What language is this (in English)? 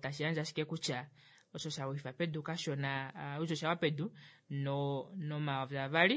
Kuanyama